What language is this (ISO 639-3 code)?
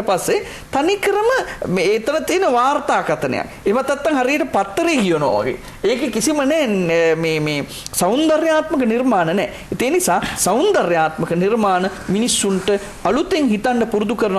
sin